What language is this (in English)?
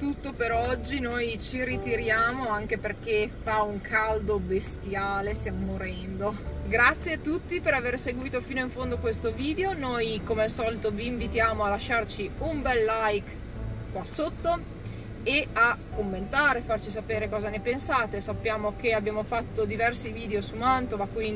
Italian